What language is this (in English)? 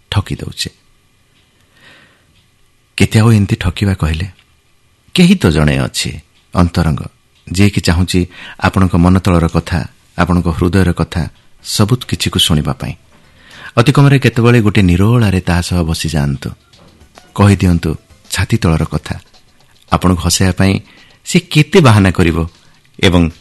Odia